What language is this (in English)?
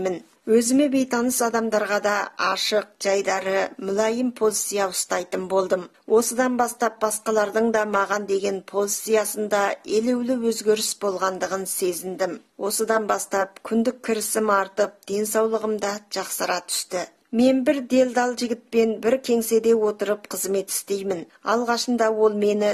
Kazakh